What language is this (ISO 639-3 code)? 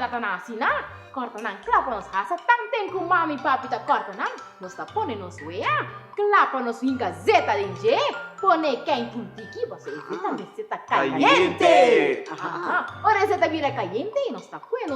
pap